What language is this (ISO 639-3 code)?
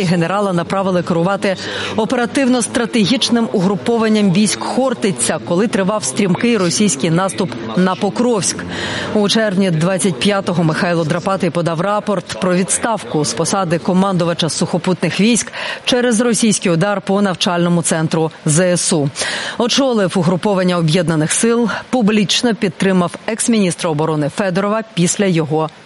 ukr